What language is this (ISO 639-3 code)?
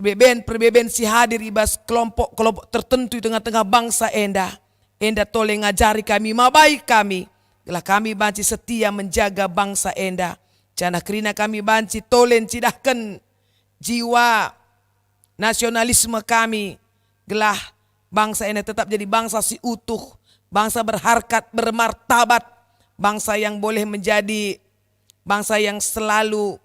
btx